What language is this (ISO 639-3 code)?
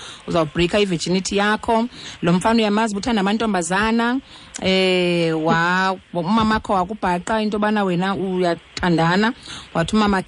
xho